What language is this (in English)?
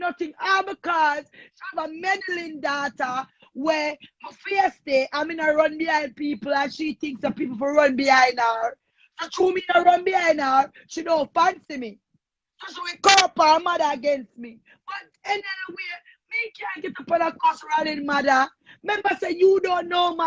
Jamaican Creole English